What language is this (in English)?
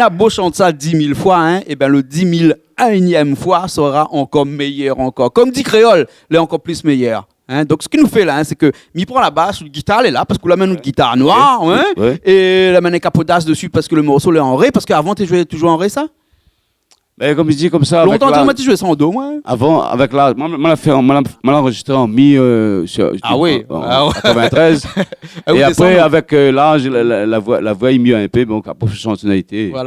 Réunion Creole French